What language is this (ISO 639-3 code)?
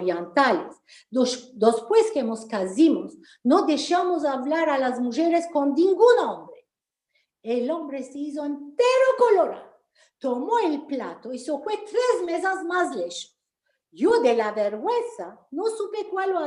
lad